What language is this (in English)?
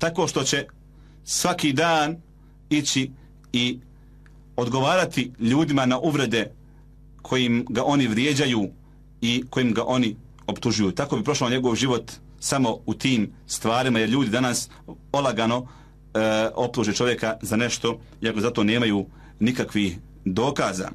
Bosnian